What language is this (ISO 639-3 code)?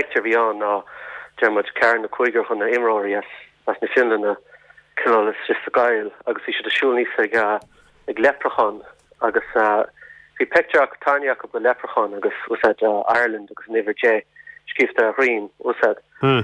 gle